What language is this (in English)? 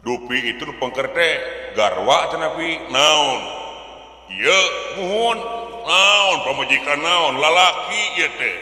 Sundanese